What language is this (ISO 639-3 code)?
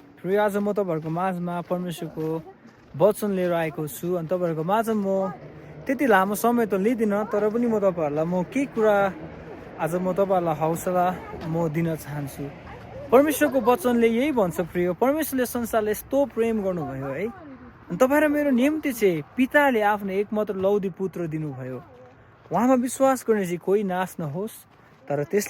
nep